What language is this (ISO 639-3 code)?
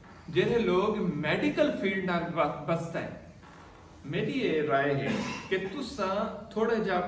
skr